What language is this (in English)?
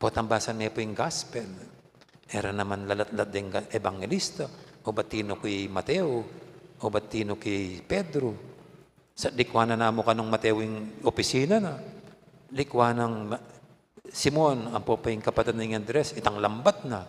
Pampanga